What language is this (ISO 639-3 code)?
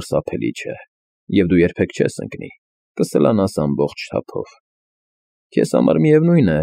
hye